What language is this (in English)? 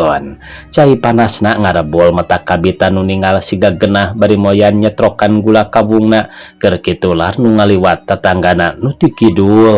Sundanese